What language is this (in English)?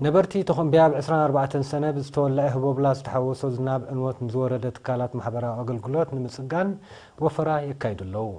Tigrinya